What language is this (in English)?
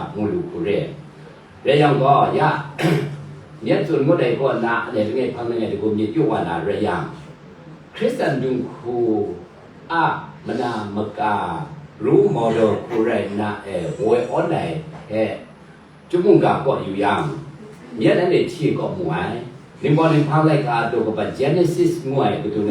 Kachin